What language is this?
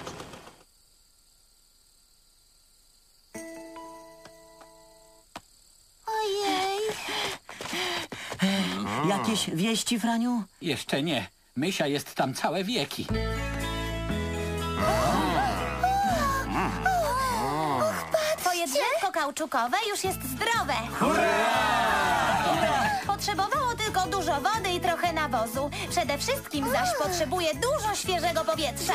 Polish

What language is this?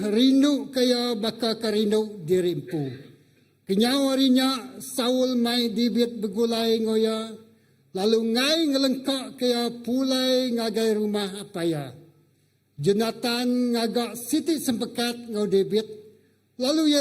Iban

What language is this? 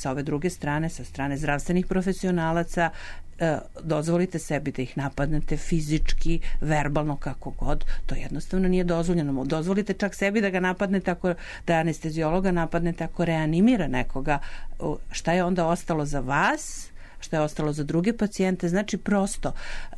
Serbian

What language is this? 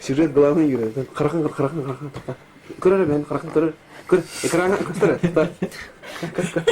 Yakut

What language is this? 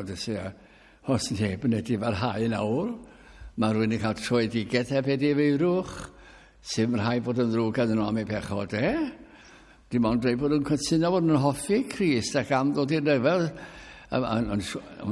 Welsh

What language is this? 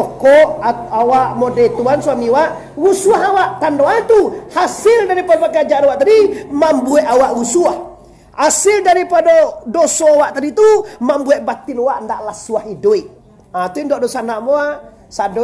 Minangkabau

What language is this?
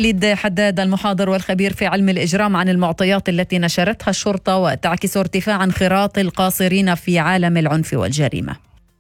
Arabic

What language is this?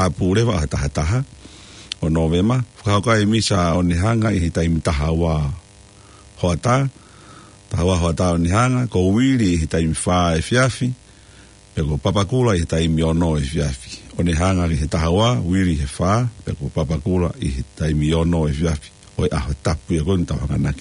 Tongan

